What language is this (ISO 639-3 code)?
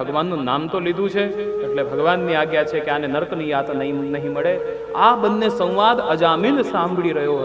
guj